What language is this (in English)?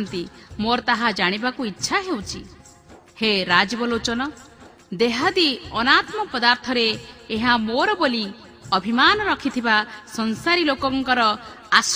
Odia